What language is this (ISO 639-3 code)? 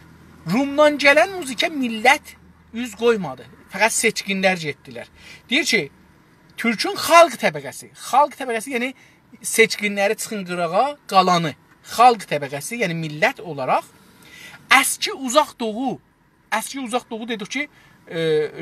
azb